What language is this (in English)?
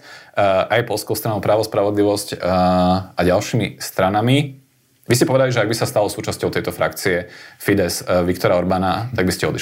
Slovak